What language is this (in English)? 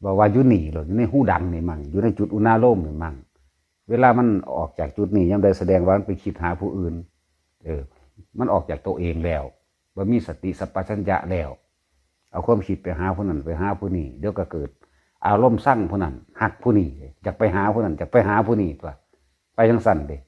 Northeastern Thai